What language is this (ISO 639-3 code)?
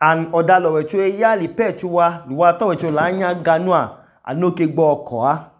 idu